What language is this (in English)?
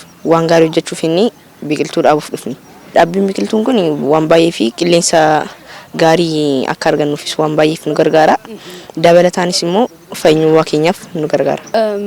Oromo